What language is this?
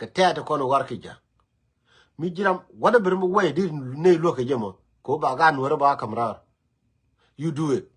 Nuer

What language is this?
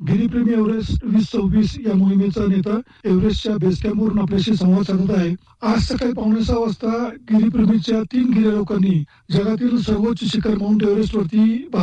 Marathi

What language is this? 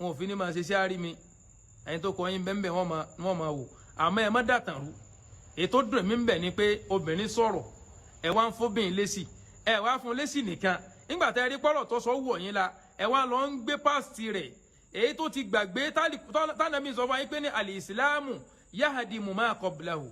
Yoruba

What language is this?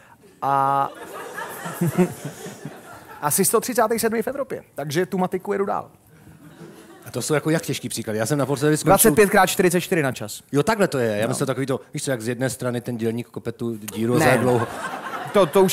Czech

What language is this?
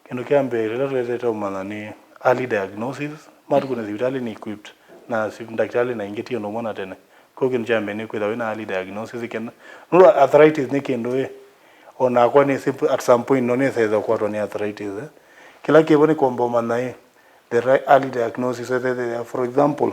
Kamba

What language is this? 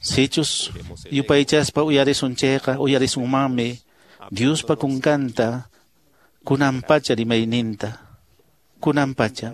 Quechua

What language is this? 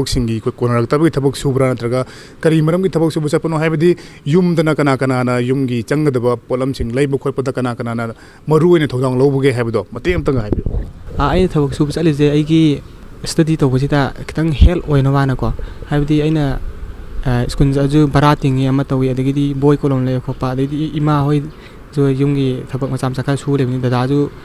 Manipuri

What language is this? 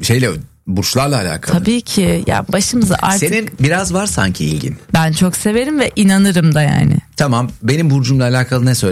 Turkish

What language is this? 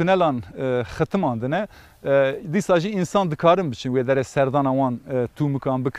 Kurdish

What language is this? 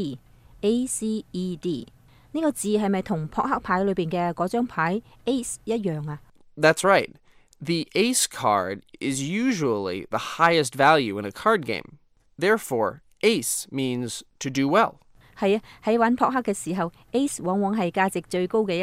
Cantonese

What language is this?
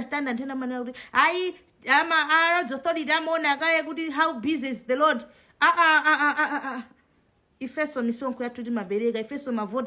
Nyanja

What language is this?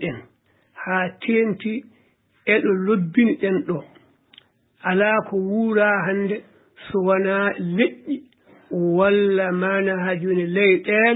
Fula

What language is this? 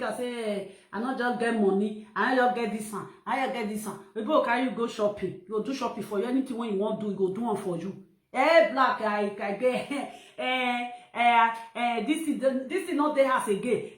Nigerian Pidgin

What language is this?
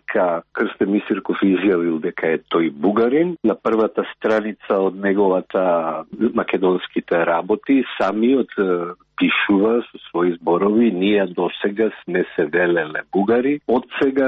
Macedonian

